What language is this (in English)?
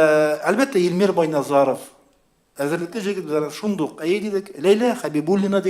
Tatar